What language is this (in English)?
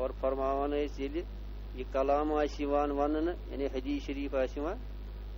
Kashmiri